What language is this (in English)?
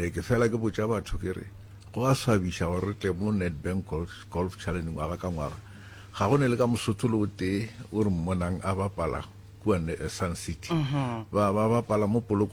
Northern Sotho